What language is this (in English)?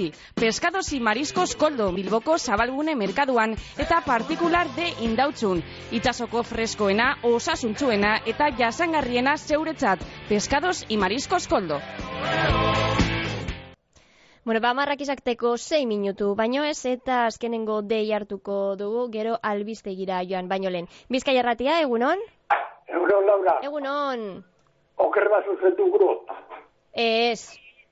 Basque